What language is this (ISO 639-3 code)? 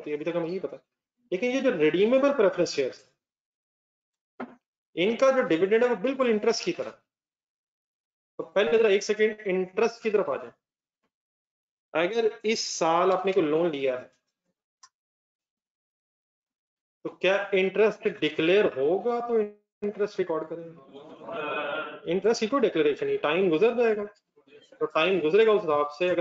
hin